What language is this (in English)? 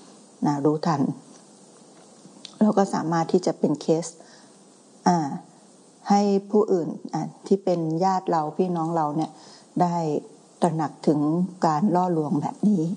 Thai